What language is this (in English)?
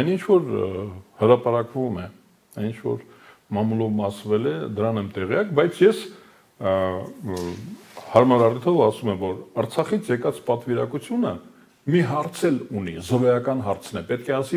Armenian